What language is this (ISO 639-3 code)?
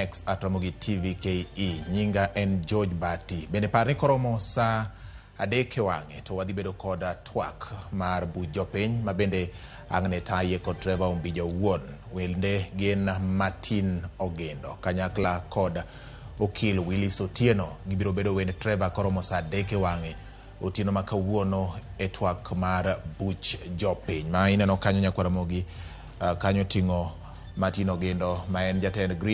luo